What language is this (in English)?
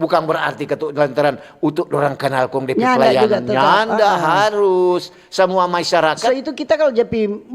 Manado Malay